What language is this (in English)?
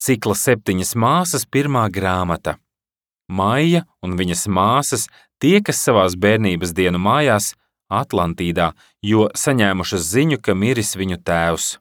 Latvian